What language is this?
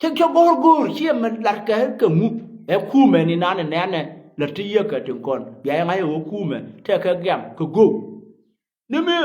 Nuer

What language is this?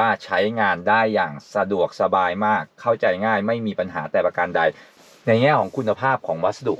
Thai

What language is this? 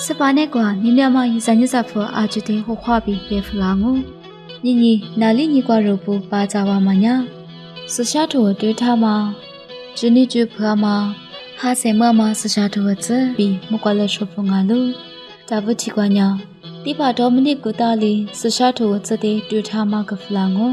Lisu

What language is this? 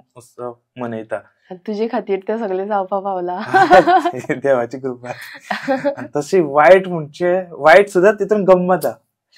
Konkani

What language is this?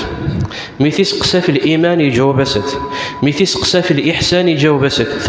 Kabyle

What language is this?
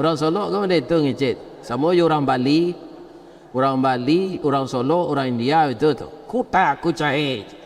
Minangkabau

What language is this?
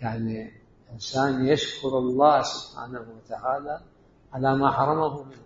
Mesopotamian Arabic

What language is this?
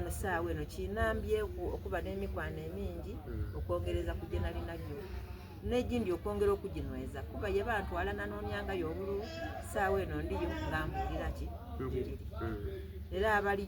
Soga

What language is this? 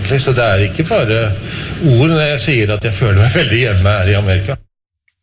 Norwegian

